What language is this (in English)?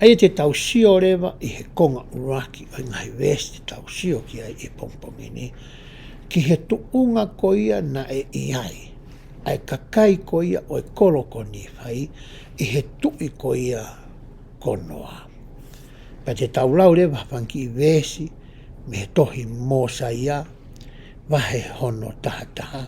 Tongan